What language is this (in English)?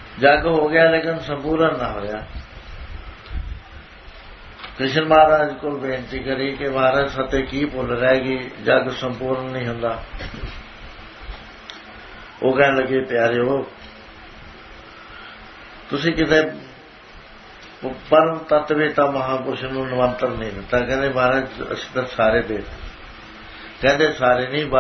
Punjabi